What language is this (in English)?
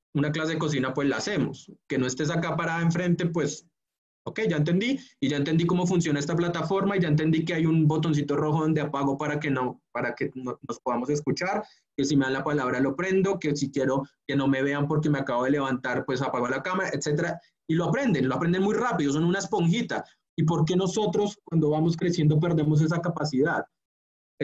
Spanish